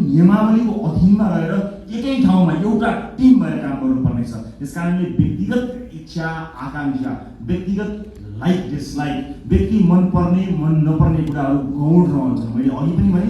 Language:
Nepali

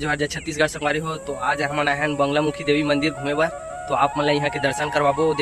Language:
Chhattisgarhi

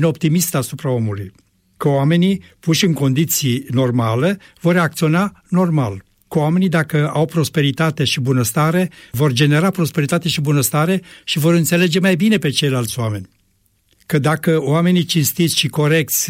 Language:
Romanian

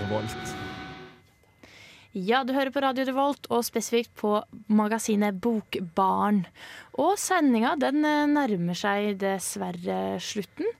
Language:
Norwegian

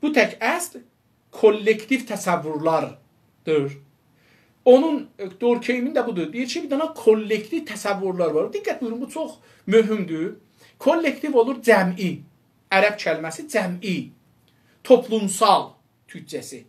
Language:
South Azerbaijani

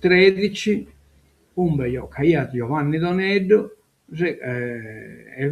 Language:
Sardinian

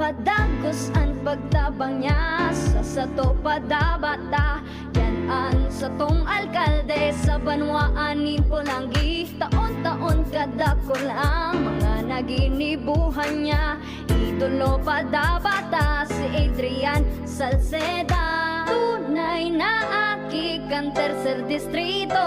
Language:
Bikol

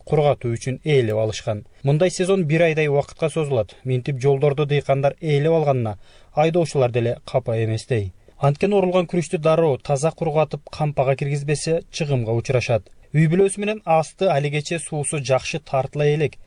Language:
Kyrgyz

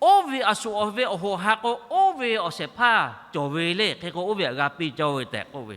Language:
Lahu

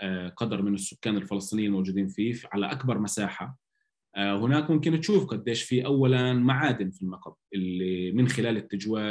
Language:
North Levantine Arabic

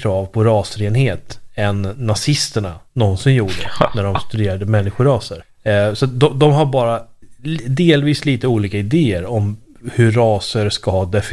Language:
Swedish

